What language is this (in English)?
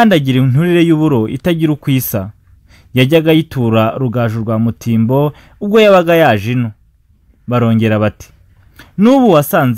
Kinyarwanda